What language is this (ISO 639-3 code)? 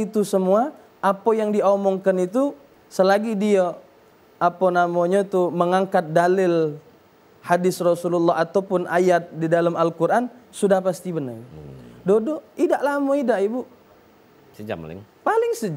mui